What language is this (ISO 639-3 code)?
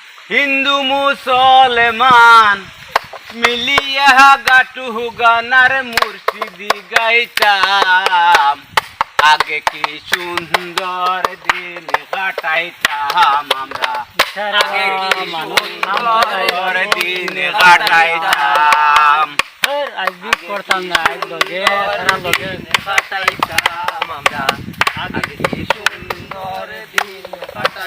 syl